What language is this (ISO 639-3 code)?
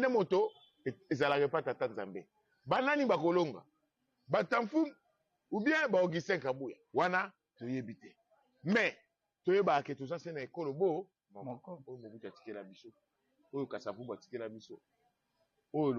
lin